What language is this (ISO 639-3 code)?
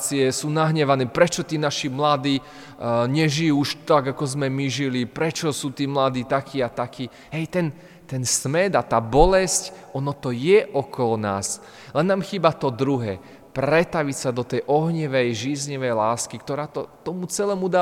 slk